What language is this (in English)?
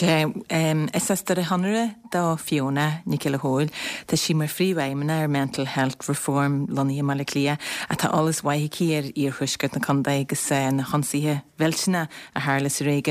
Irish